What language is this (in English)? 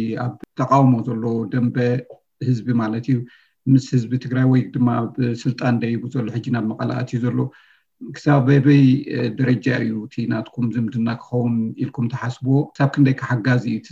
Tigrinya